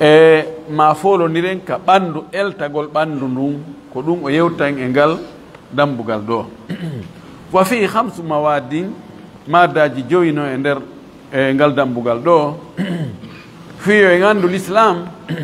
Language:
Fula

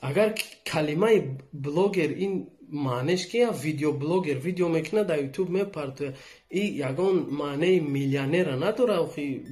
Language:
Tajik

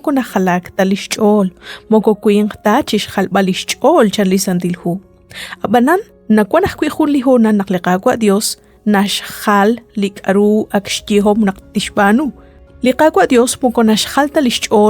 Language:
Kekchí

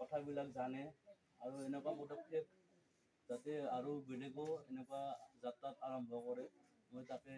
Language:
Assamese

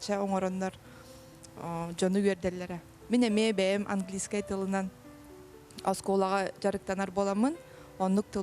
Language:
Yakut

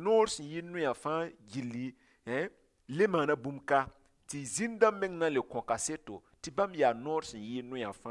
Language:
Mossi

